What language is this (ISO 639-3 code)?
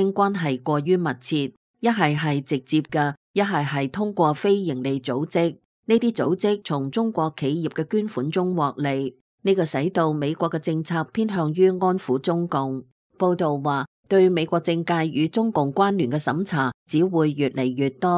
yue